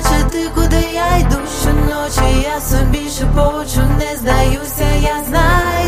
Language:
Ukrainian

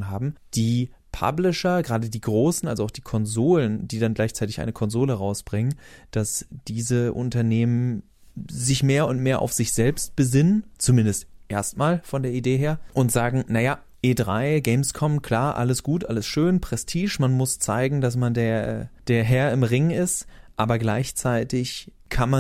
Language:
German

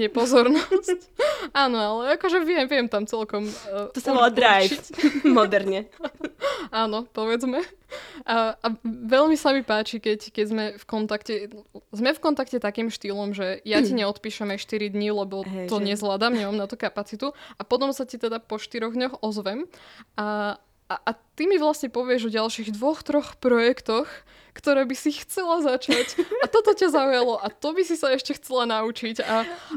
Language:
Slovak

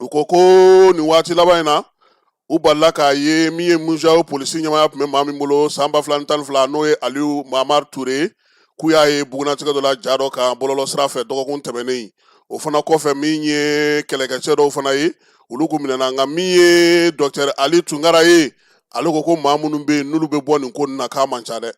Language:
Bambara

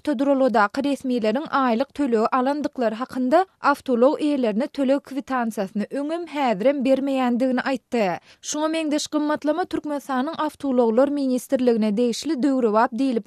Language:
Turkmen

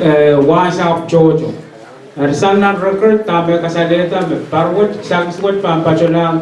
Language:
Pohnpeian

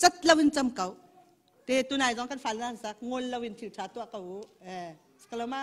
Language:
Hakha Chin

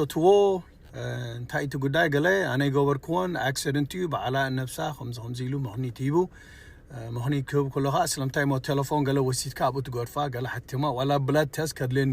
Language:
Tigrinya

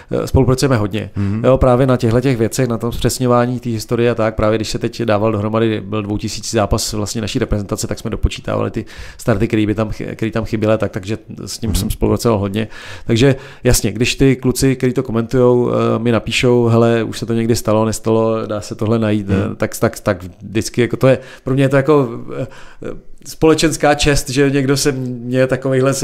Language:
Czech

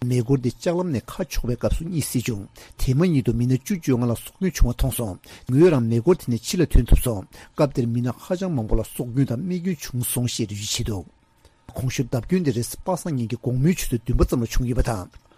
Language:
Tibetan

